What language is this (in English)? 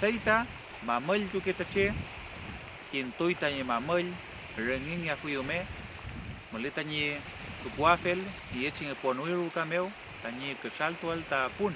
Mapuche